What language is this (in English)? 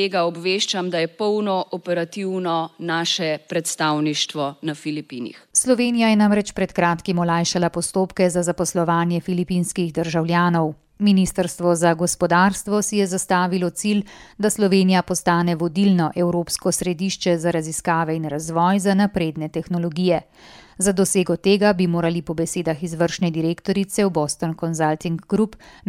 Slovenian